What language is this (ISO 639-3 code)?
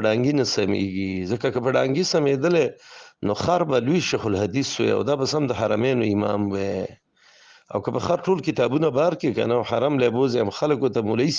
pus